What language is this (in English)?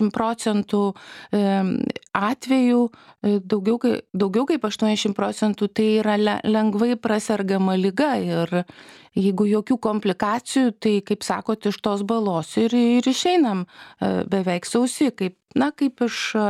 Lithuanian